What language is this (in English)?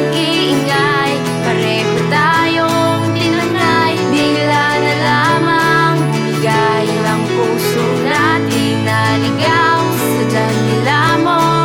Filipino